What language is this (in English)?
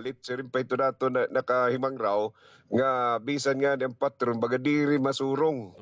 Waray